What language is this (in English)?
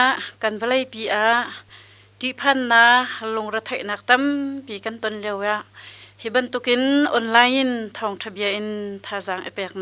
Hakha Chin